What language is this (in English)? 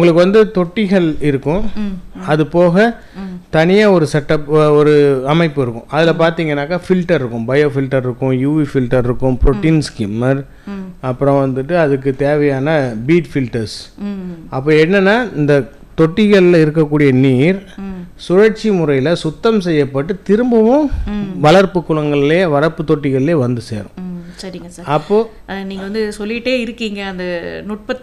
Tamil